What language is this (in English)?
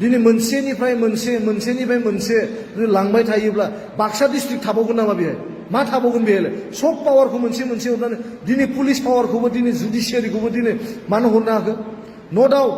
Bodo